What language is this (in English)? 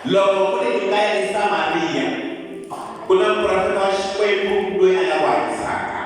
Tsonga